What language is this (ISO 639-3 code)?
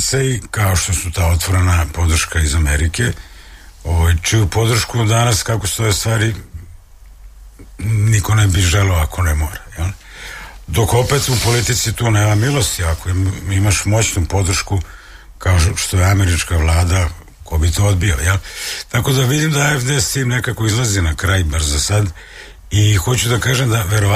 srp